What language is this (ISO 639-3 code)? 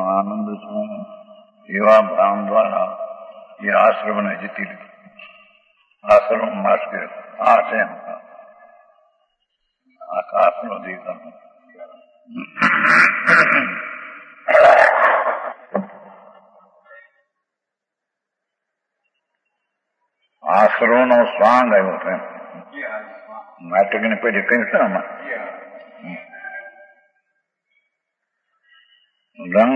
guj